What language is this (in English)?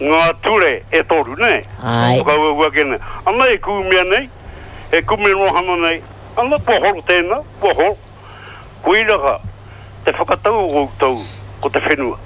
Māori